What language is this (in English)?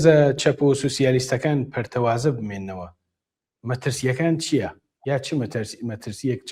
Central Kurdish